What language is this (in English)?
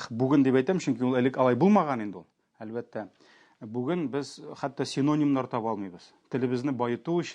Tatar